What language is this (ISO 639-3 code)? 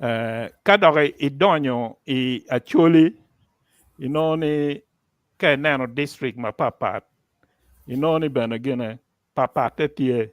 ach